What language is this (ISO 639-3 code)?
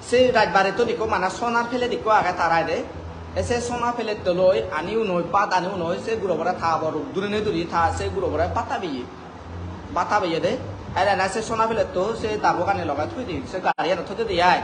ccp